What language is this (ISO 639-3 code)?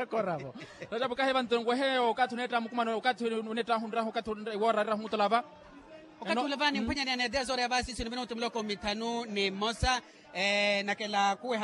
vmw